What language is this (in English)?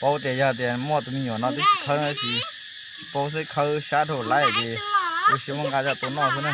Hmong